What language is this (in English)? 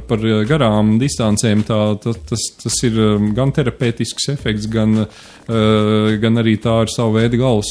Latvian